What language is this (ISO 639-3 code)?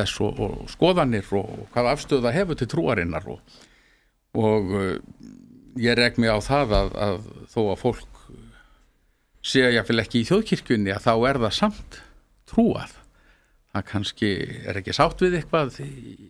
isl